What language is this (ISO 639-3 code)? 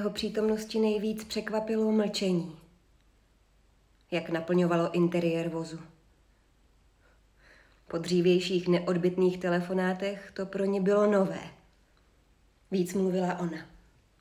ces